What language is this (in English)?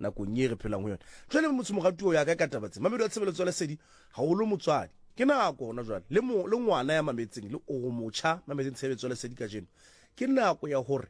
Southern Sotho